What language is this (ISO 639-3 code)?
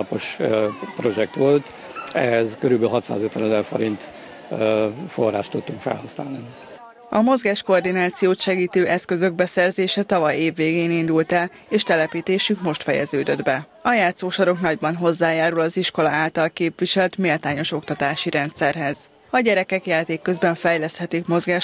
hun